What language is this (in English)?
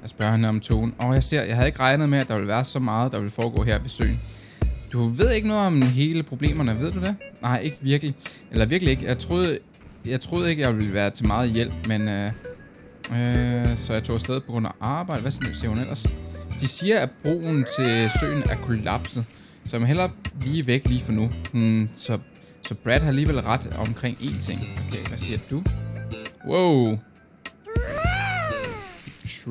Danish